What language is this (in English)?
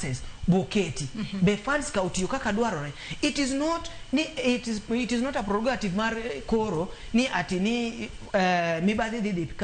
Luo (Kenya and Tanzania)